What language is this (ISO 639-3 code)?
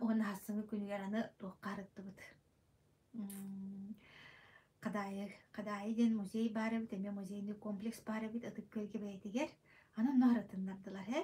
sah